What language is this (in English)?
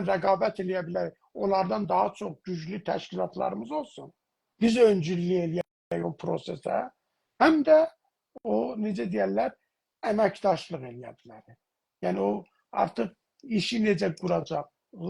South Azerbaijani